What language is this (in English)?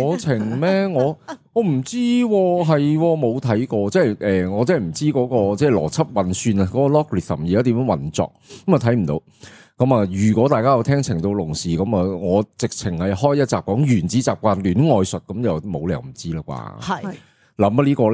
Cantonese